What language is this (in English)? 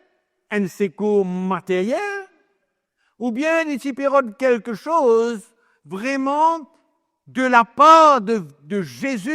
Morisyen